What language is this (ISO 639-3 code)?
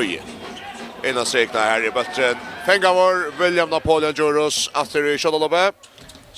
fao